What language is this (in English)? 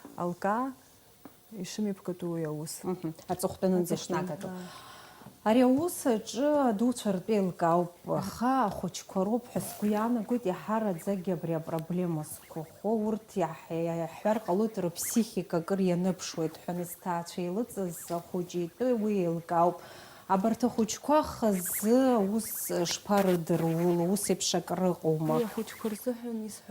Abkhazian